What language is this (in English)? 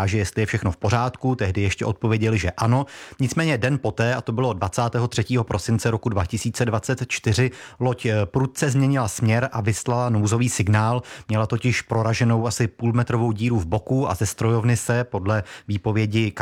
Czech